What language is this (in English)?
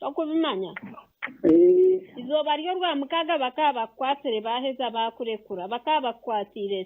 Nyankole